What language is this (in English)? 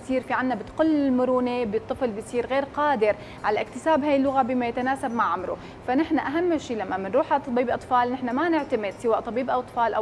North Levantine Arabic